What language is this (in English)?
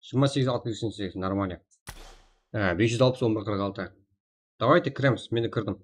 Kara-Kalpak